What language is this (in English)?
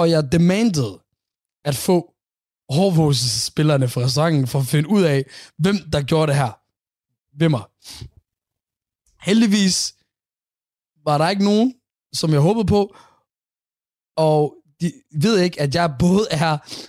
Danish